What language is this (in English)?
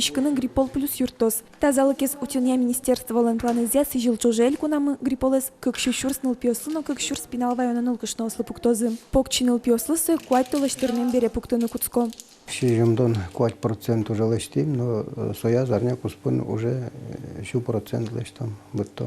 Udmurt